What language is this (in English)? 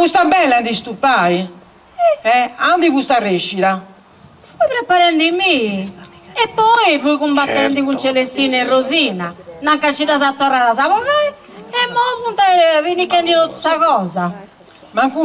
Sardinian